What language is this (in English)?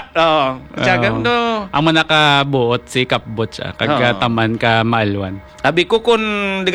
Hiligaynon